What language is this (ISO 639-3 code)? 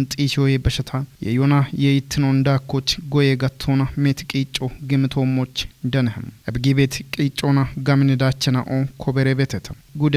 kbr